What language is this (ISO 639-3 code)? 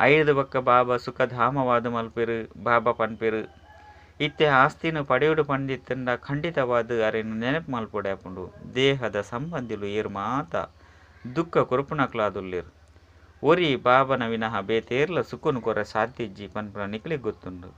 tcy